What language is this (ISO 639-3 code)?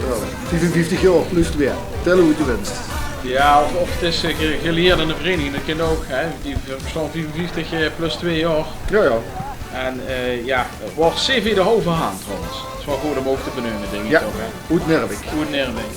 lim